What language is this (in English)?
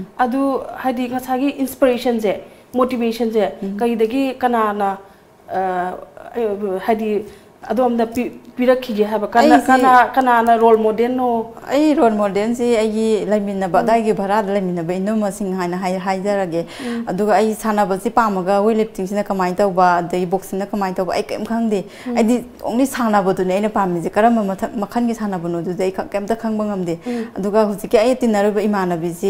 Manipuri